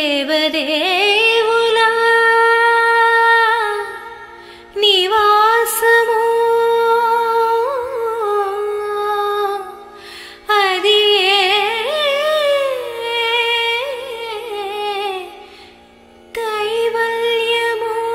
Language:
Telugu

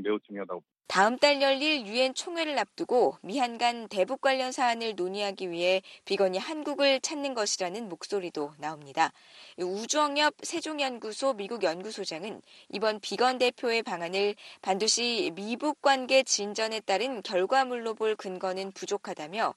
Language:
Korean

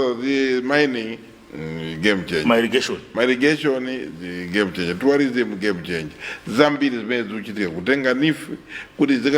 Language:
Nyanja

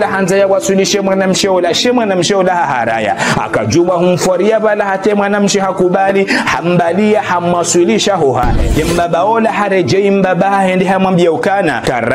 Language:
Ngazidja Comorian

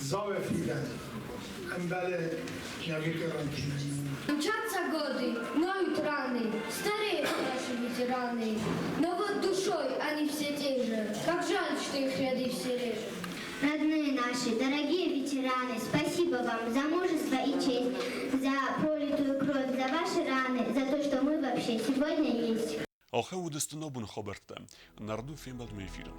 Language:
Ossetic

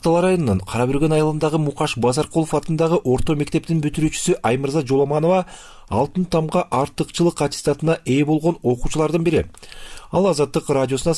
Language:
Kyrgyz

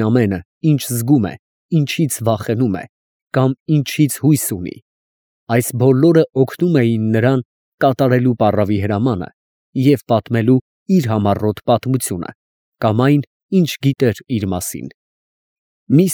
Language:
Armenian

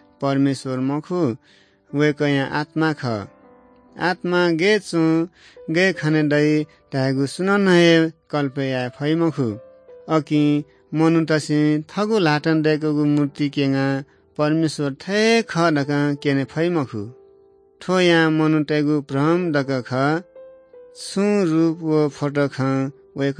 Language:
Newari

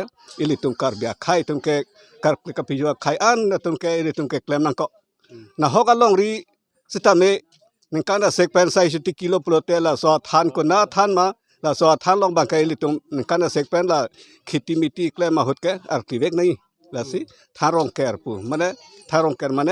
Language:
Karbi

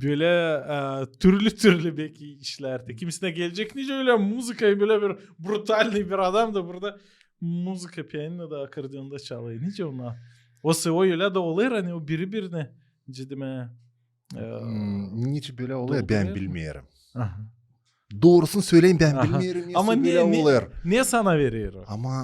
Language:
Gagauz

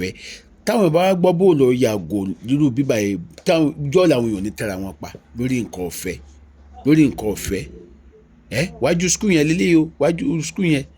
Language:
Yoruba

